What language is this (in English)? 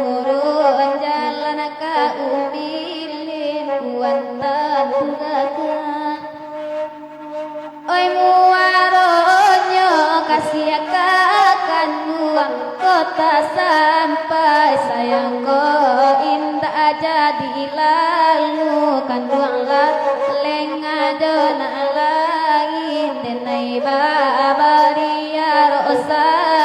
Minangkabau